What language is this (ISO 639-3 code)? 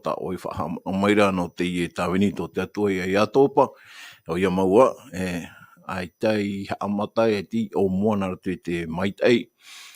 tah